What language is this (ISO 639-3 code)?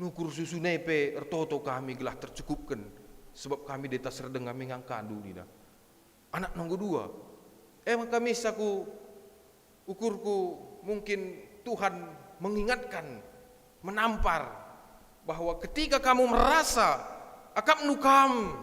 btx